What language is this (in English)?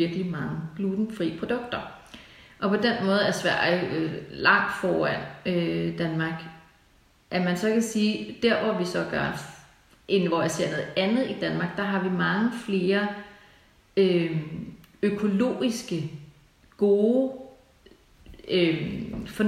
Danish